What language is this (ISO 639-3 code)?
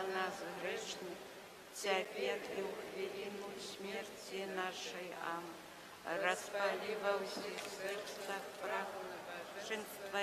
bel